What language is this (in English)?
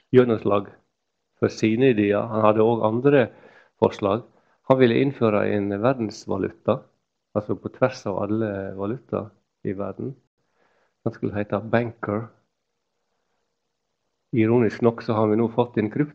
Norwegian